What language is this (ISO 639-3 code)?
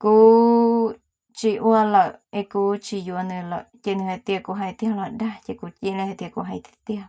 hmn